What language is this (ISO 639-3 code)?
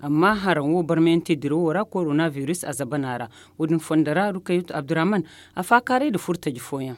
dje